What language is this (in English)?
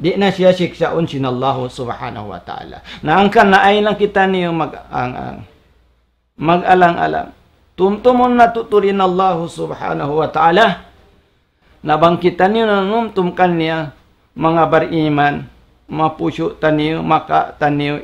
Tausug